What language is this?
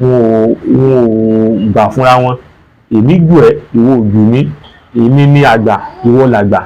Yoruba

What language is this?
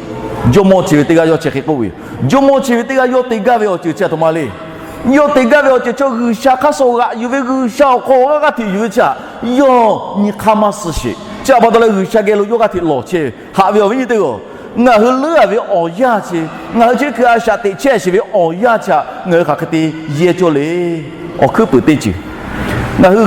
Lahu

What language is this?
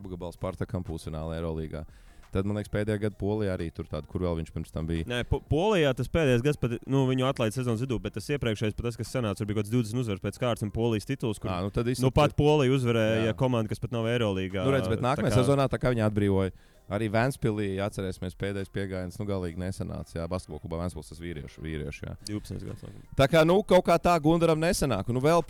Latvian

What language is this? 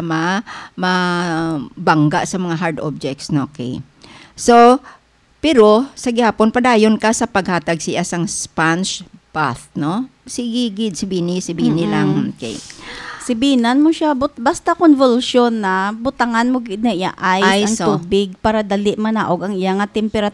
Hiligaynon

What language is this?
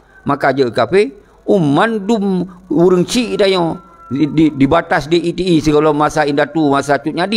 Achinese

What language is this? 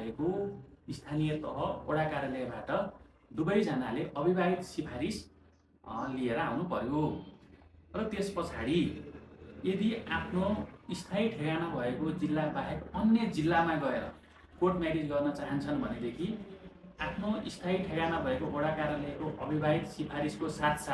Nepali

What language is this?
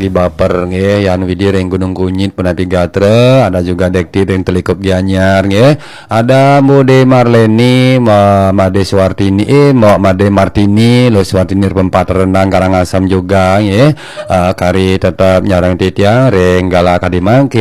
Balinese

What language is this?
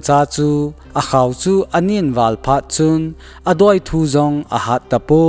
Thado Chin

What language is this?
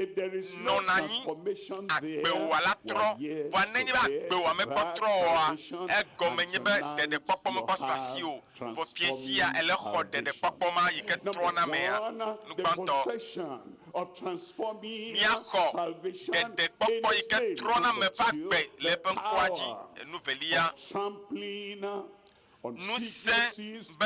Ewe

